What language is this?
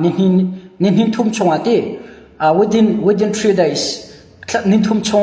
Hakha Chin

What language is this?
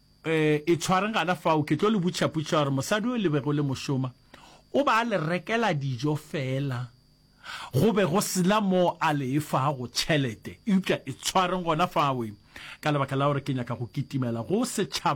Northern Sotho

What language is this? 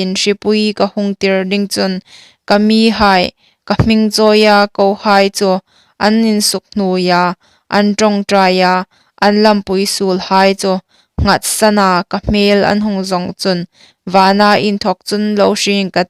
Hmar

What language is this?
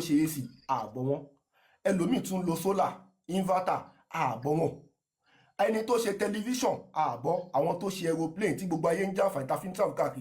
Yoruba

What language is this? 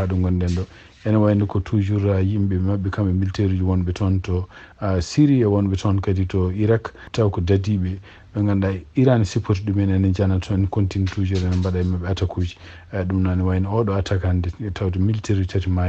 Fula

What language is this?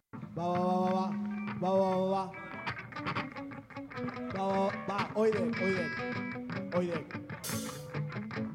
Basque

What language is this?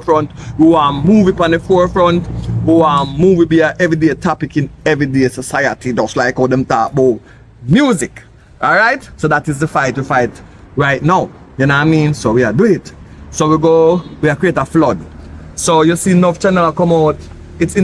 Jamaican Creole English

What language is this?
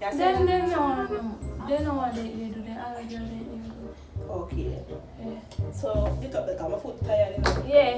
Jamaican Creole English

